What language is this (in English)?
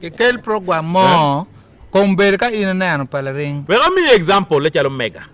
Acoli